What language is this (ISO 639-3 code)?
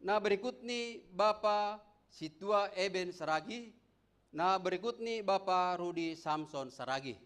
bts